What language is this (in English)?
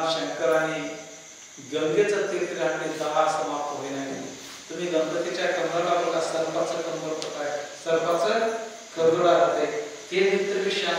Marathi